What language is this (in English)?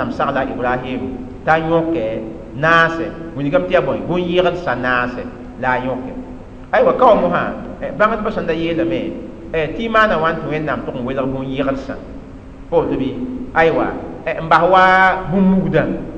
Mossi